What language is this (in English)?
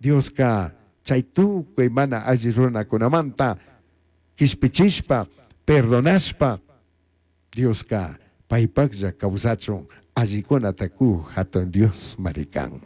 Chimborazo Highland Quichua